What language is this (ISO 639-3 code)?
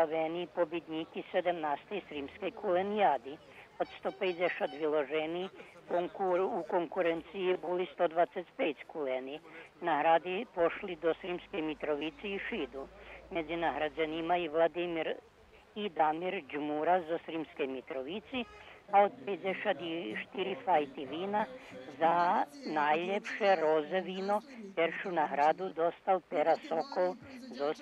rue